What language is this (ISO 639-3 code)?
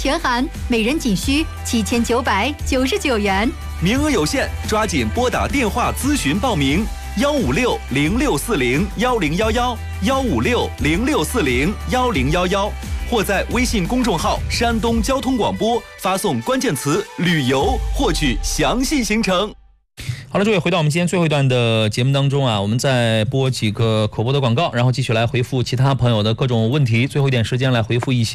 zho